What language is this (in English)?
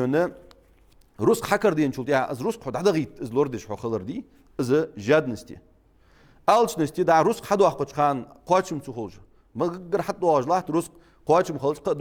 Ingush